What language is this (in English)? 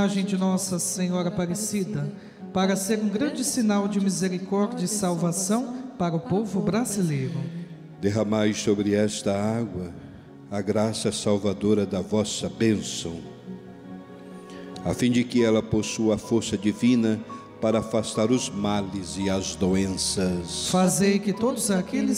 Portuguese